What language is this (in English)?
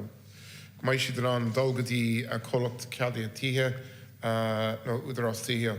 Irish